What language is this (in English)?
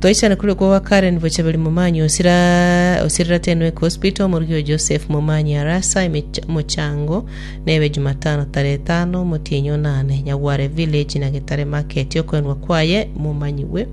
Gusii